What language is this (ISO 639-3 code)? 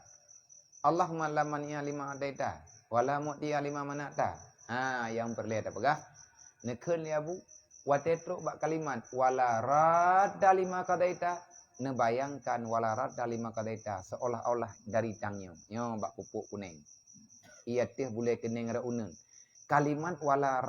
ace